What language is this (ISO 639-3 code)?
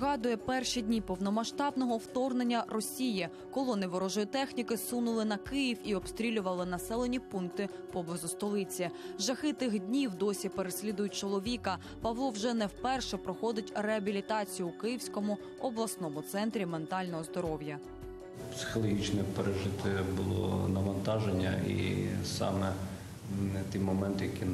ukr